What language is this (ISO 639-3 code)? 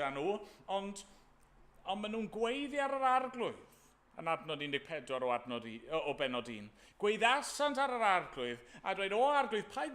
cym